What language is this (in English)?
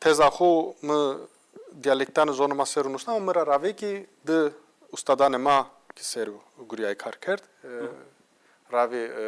Zaza